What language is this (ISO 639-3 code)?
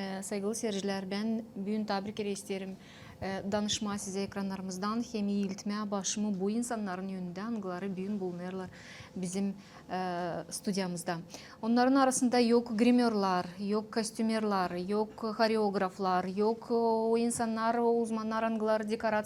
gag